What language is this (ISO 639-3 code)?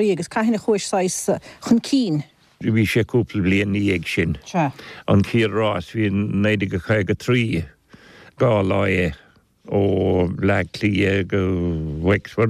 gle